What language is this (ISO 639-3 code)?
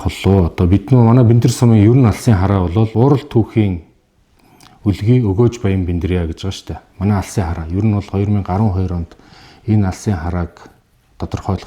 mon